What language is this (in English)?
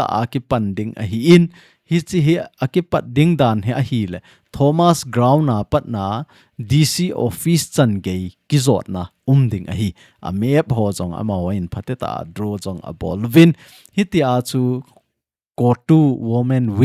Thado Chin